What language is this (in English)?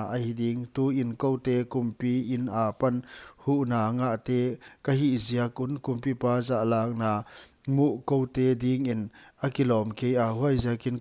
Paite Chin